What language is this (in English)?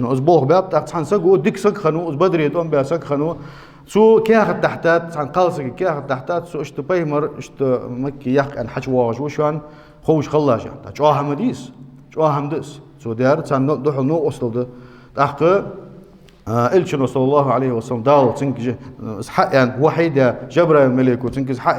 Ingush